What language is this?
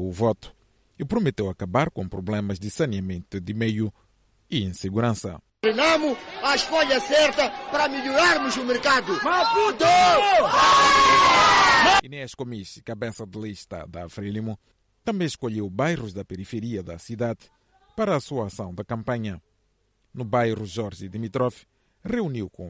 Portuguese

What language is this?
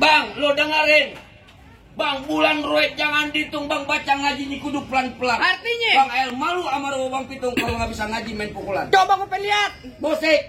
Betawi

